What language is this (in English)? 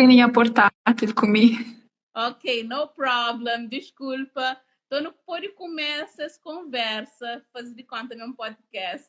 Kabuverdianu